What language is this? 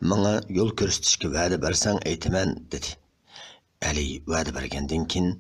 Uyghur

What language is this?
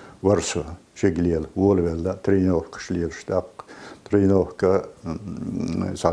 Chechen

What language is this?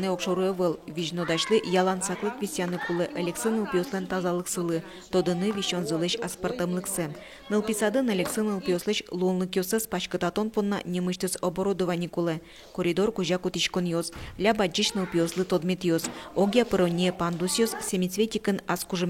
Udmurt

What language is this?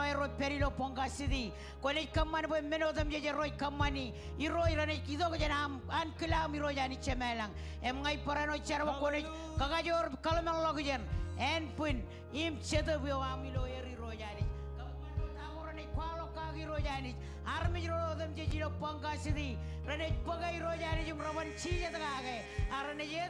Marshallese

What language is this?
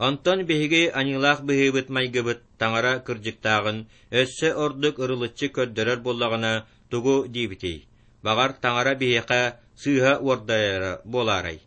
Yakut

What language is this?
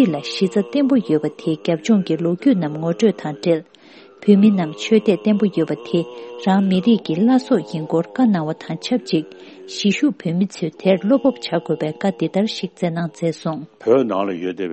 Tibetan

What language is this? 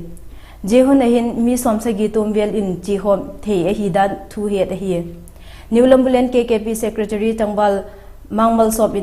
Vaiphei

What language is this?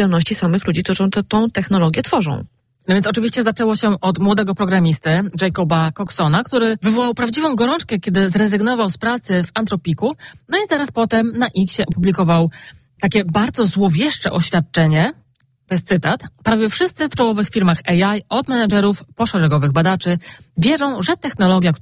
Polish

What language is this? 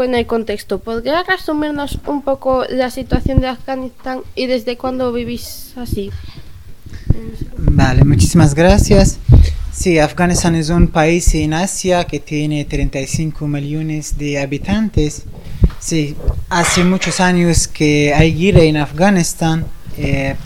Spanish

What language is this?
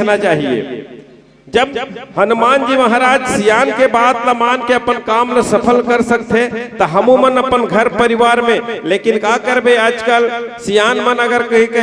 Chhattisgarhi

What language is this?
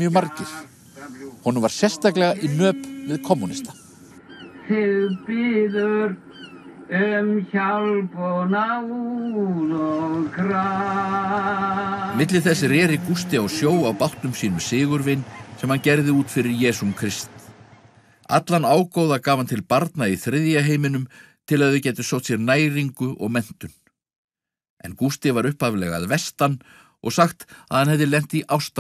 Icelandic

